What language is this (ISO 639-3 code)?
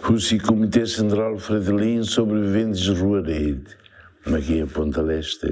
tet